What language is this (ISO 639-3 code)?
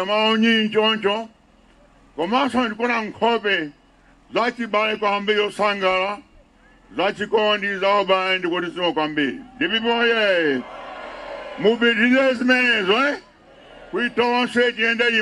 nya